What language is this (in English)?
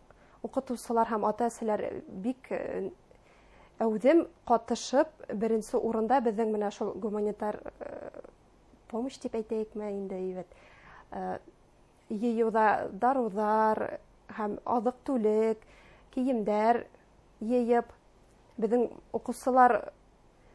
Bashkir